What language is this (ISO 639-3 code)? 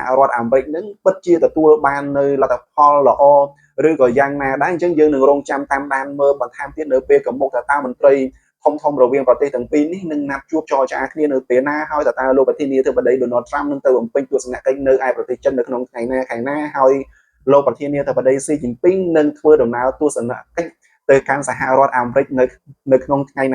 khm